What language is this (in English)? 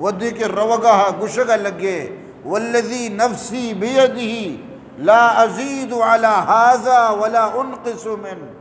Eastern Balochi